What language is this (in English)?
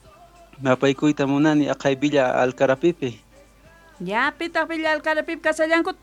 Quechua